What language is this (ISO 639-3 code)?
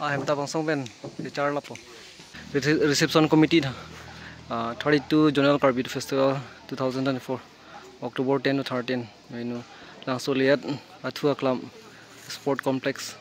mjw